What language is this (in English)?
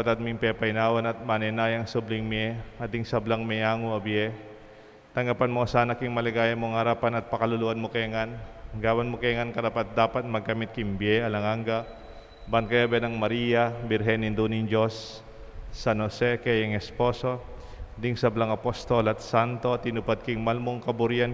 Pampanga